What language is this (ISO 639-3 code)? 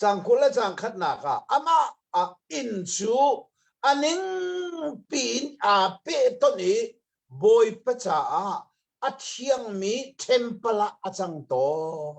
cnh